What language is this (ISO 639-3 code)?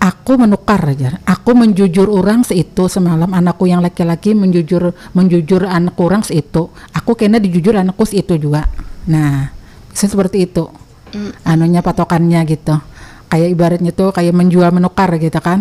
bjn